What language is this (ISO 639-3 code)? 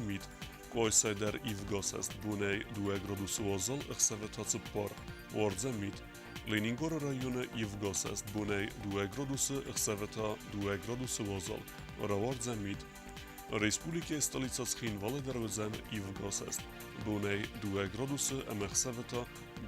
oss